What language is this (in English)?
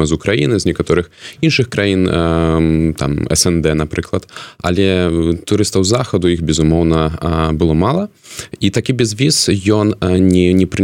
Belarusian